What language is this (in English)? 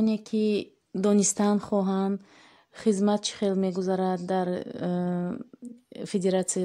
Tajik